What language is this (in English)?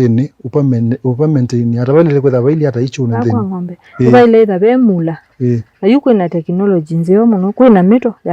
Kamba